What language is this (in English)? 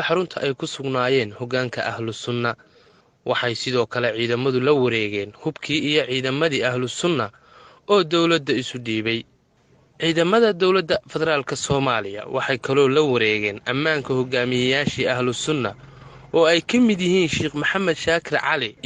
Somali